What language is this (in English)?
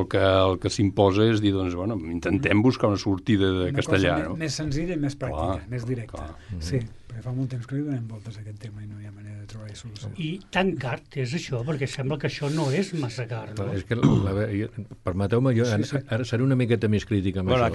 Catalan